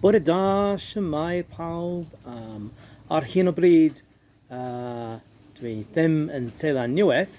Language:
Welsh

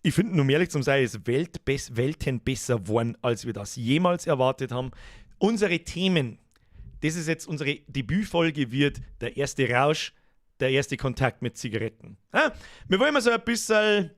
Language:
Bavarian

